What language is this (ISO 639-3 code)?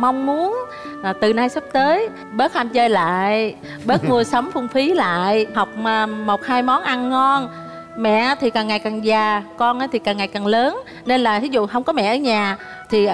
vie